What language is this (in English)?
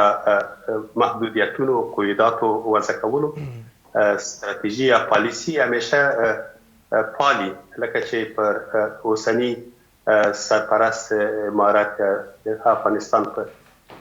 Pashto